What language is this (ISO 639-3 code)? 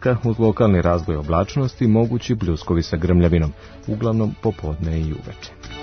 srp